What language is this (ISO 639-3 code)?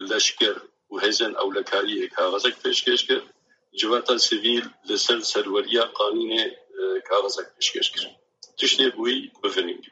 kur